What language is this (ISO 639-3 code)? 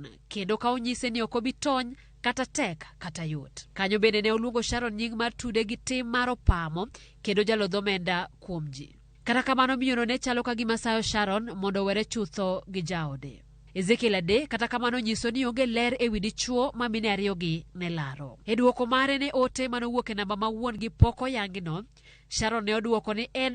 luo